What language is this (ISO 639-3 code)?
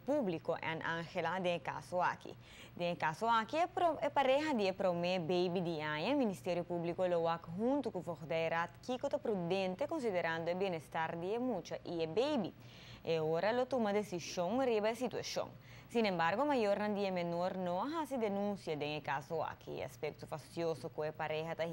pap